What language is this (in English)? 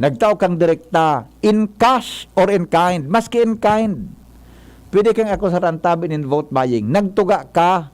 Bikol